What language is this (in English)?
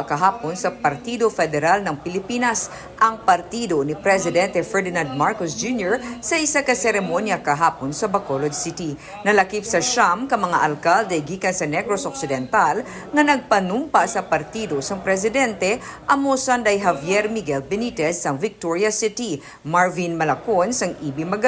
Hiligaynon